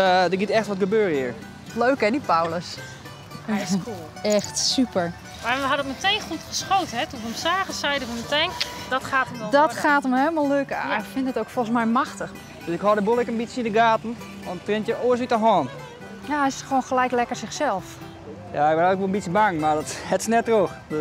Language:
Western Frisian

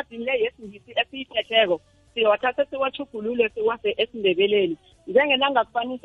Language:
South Ndebele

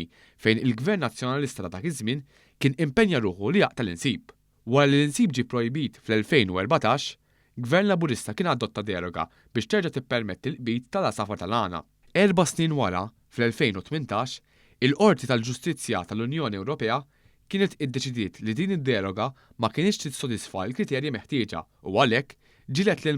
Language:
Maltese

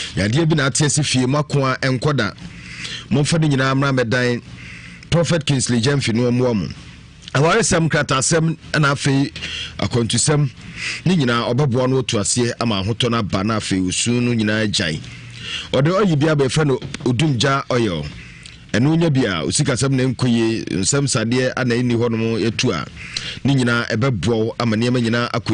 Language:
Akan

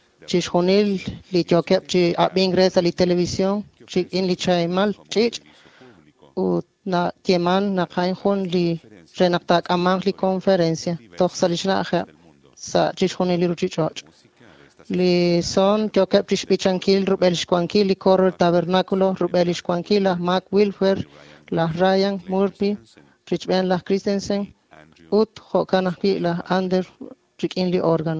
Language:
Kekchí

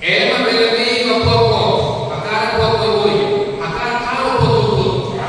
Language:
Tetum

